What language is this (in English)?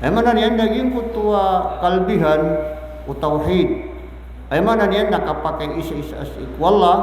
Maranao